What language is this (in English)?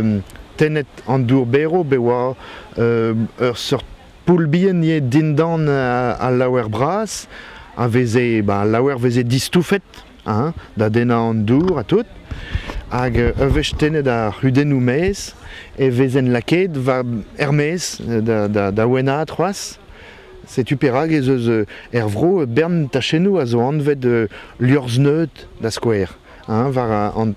Breton